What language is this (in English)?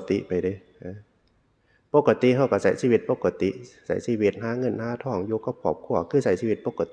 Northeastern Thai